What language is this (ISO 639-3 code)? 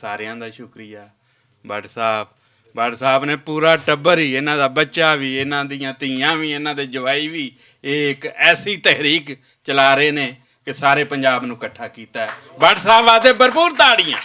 lah